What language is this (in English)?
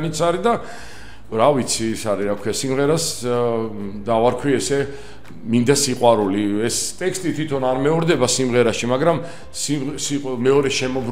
Georgian